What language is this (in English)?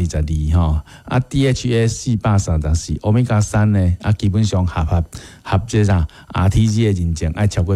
Min Nan Chinese